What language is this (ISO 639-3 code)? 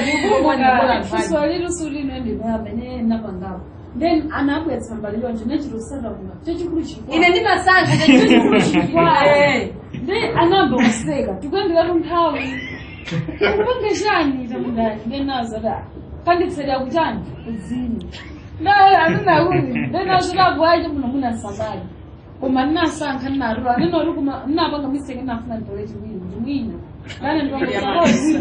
nya